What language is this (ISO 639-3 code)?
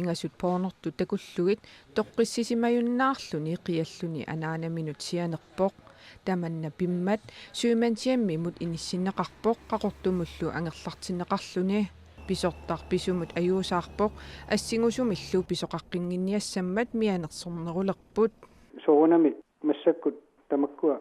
kal